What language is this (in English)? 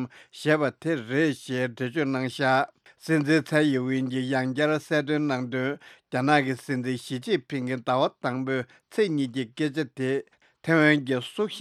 Tibetan